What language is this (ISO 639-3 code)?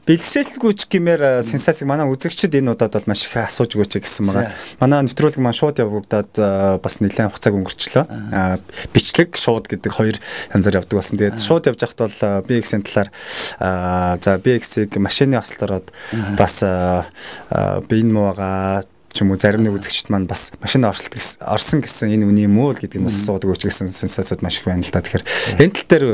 mon